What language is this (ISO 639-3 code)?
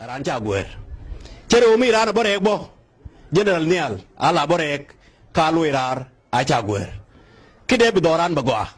nus